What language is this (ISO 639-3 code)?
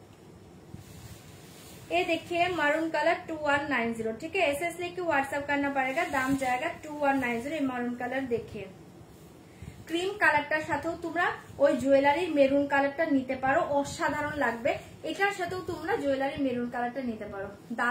ben